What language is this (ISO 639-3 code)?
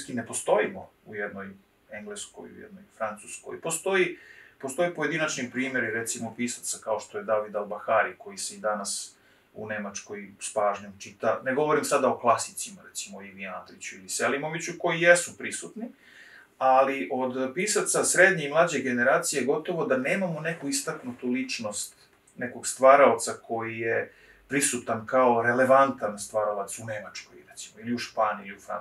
srp